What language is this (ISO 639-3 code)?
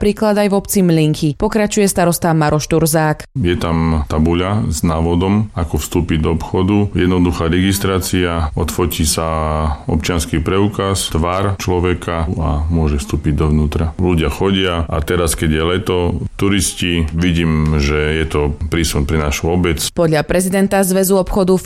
slk